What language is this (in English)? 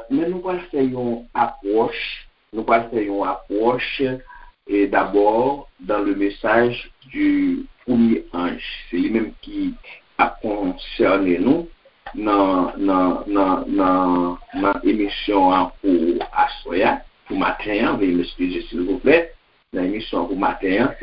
Haitian Creole